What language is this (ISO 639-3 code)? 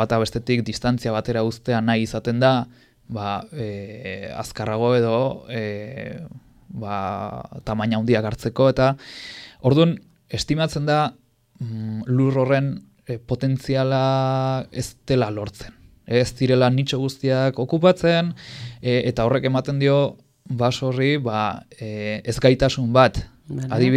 eus